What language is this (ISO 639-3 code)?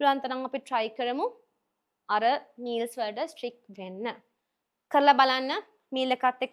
sin